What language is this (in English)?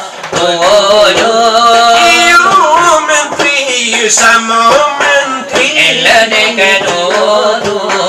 Minangkabau